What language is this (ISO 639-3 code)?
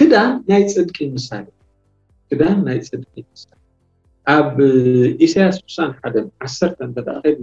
tir